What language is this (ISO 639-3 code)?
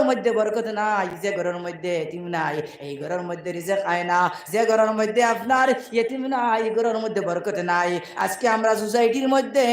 syl